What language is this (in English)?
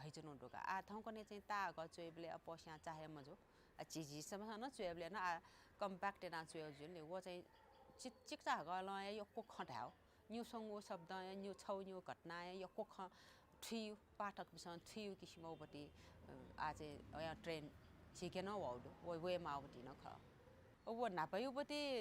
Newari